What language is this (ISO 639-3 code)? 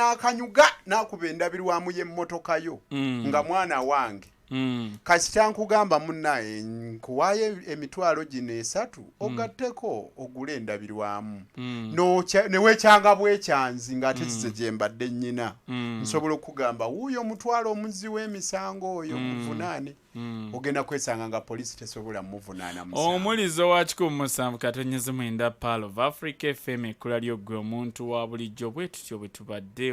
lug